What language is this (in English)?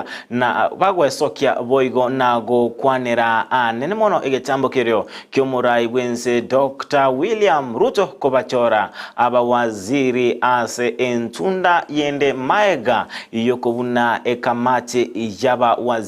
Gusii